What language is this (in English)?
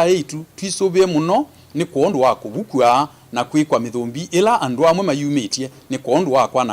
Kamba